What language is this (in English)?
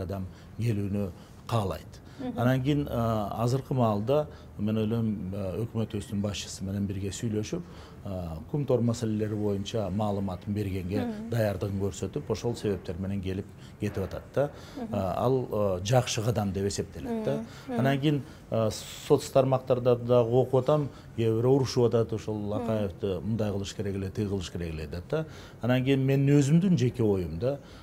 Kyrgyz